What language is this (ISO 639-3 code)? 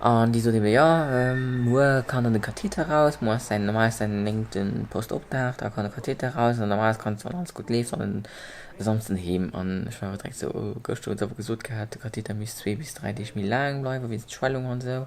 ltz